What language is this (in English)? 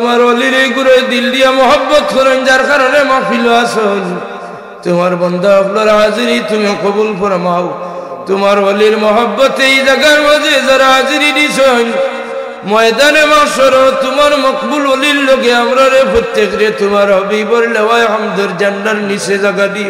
Sylheti